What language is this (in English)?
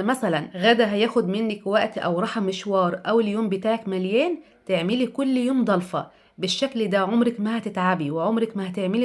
Egyptian Arabic